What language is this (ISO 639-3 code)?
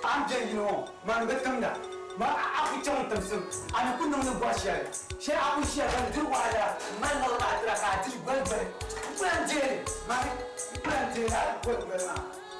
dag